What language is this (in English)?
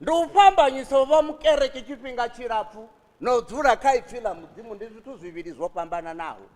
Venda